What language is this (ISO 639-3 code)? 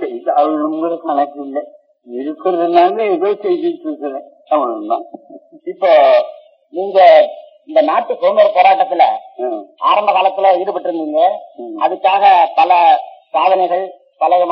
tam